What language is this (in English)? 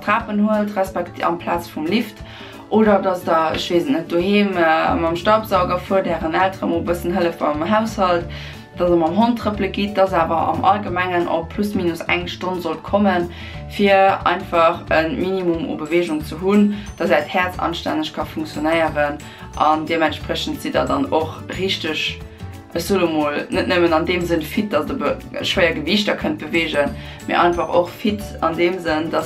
Luxembourgish